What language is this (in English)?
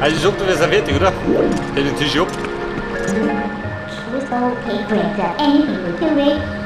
Bavarian